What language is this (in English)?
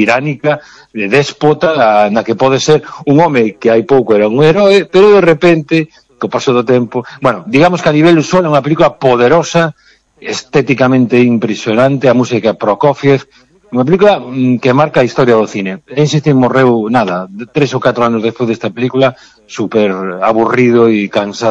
Galician